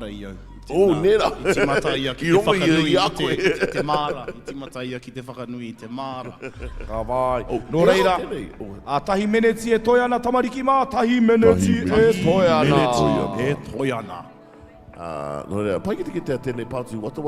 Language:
Māori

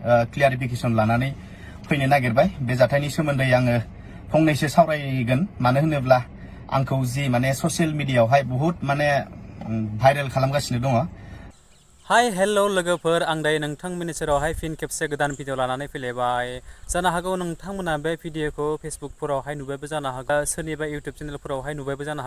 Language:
Bodo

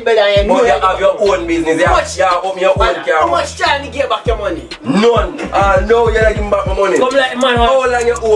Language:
Jamaican Creole English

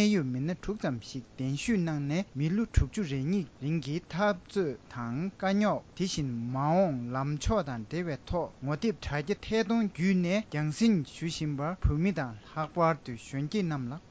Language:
Tibetan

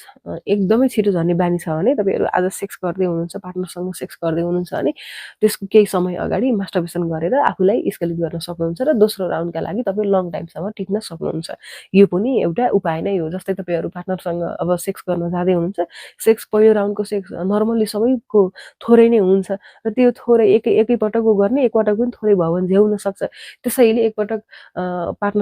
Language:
Nepali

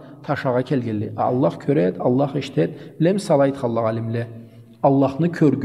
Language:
Karachay-Balkar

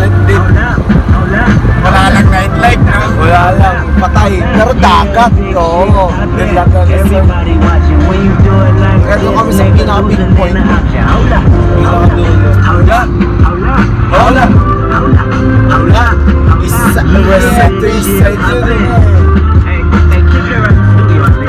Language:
Filipino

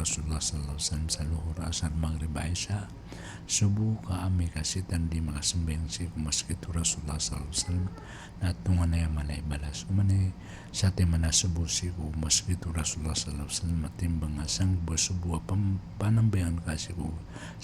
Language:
Maranao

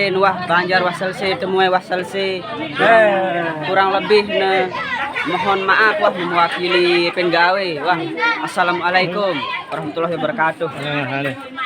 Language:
Sasak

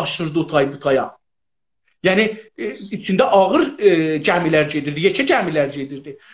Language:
South Azerbaijani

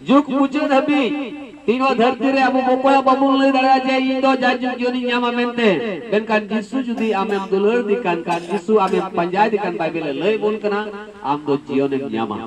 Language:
Santali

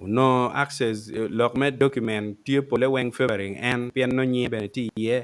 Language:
Acoli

